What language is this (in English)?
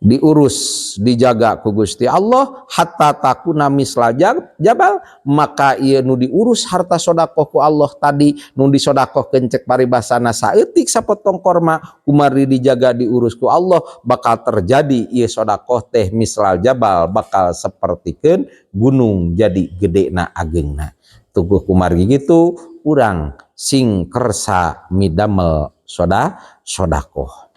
Sundanese